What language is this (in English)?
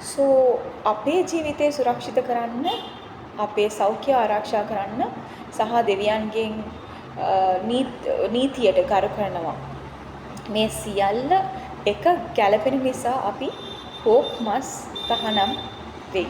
Sinhala